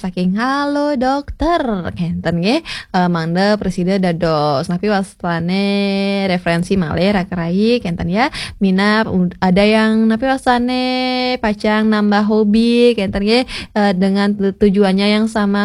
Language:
Balinese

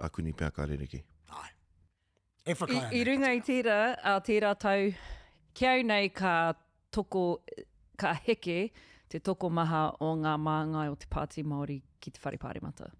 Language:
Māori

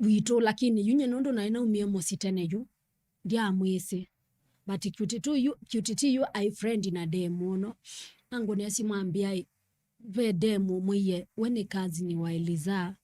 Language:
Kamba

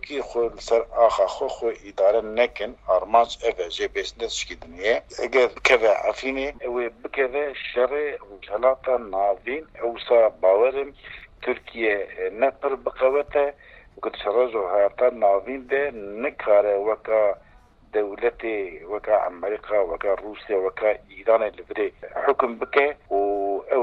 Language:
Kurdish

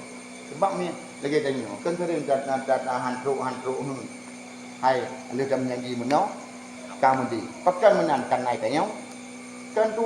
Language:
Achinese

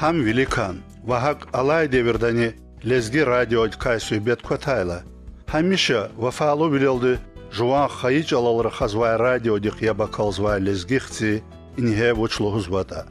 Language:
Lezghian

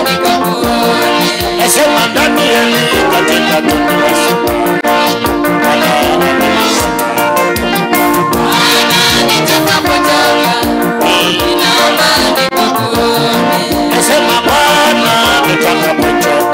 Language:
Swahili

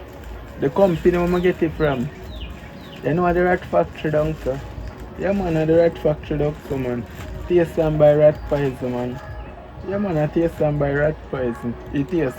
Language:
Jamaican Creole English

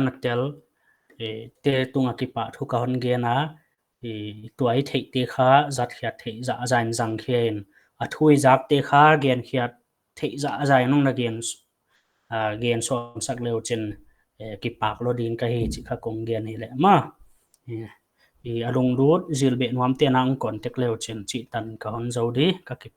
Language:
Paite Chin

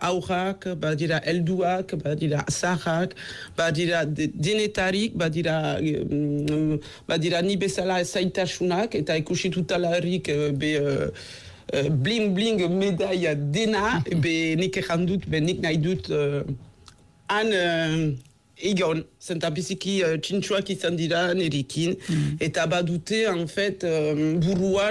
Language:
Basque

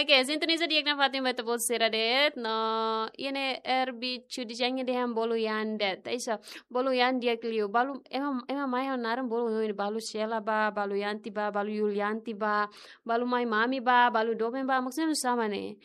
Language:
Tetum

